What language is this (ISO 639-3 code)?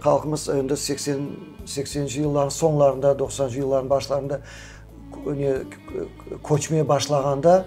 crh